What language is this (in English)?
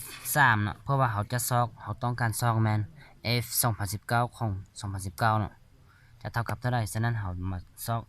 Lao